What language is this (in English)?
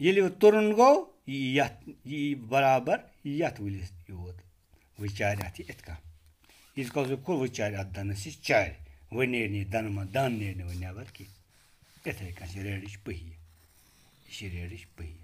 Kashmiri